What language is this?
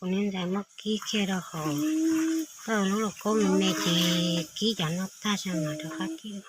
Hmong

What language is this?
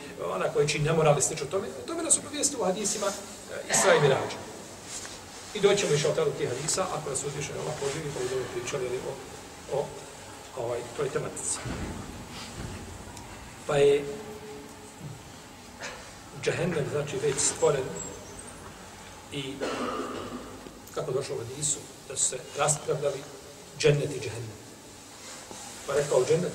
Bosnian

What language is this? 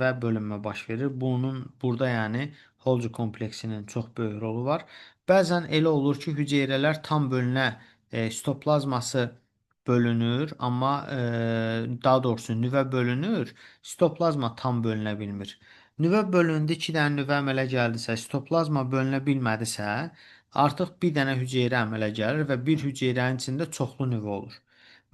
Azerbaijani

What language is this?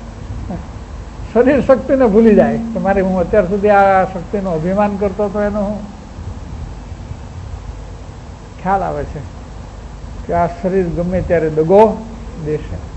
Gujarati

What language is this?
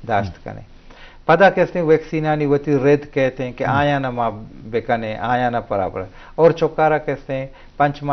Baluchi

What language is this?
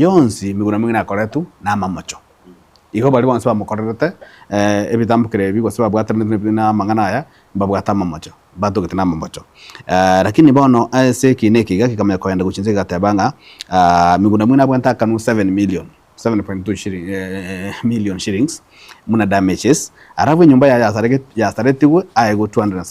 Gusii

